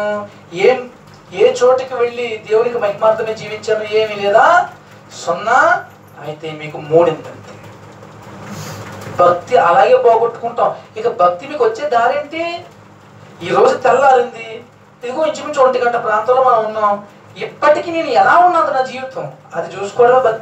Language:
Telugu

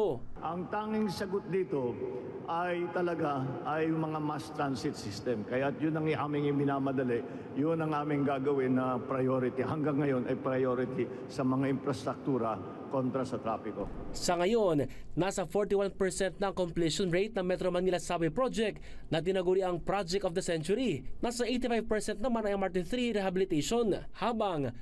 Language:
Filipino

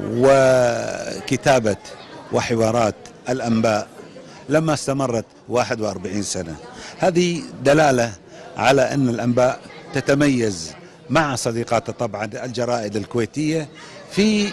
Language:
Egyptian Arabic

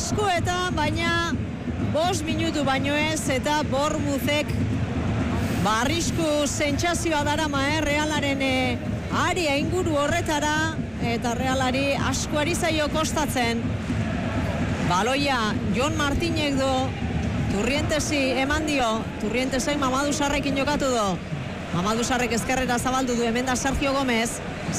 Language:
Basque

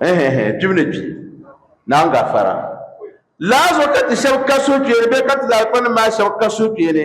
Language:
Dagbani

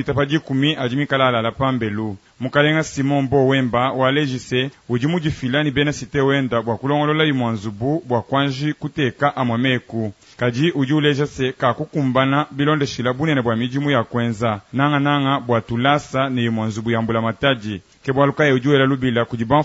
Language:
Luba-Lulua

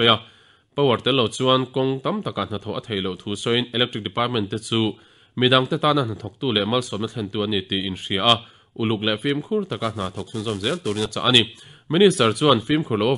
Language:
Mizo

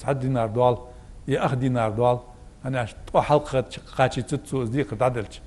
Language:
Ingush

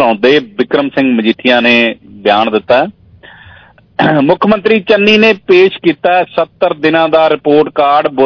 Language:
Punjabi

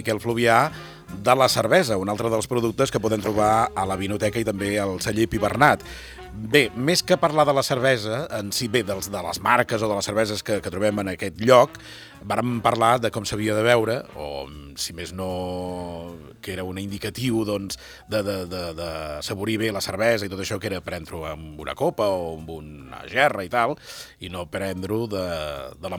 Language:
Catalan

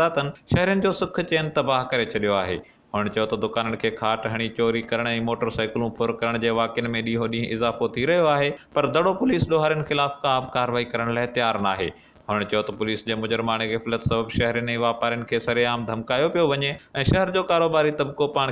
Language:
Sindhi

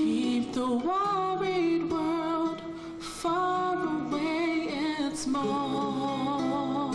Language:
Fijian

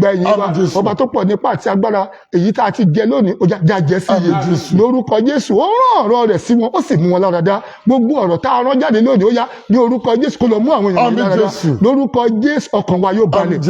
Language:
Yoruba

